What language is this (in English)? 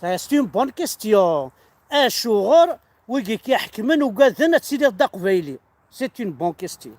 Kabyle